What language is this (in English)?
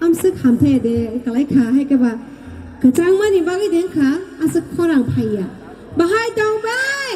Kok Borok